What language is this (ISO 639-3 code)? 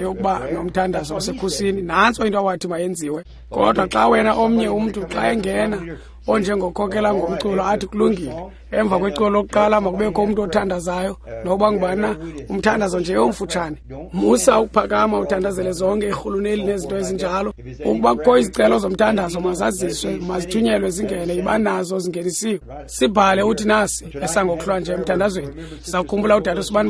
xho